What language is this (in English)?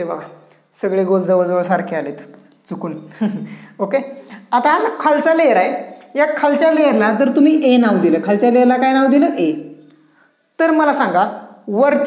Marathi